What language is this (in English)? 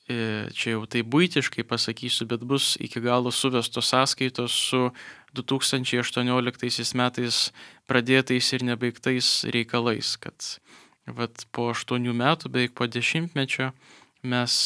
Lithuanian